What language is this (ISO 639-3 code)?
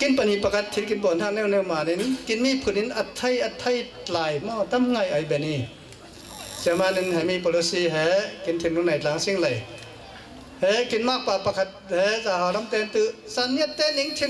cfm